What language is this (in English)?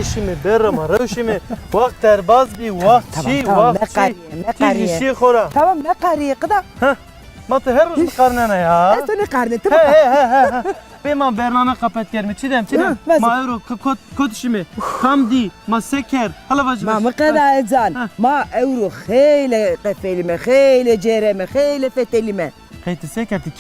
Zaza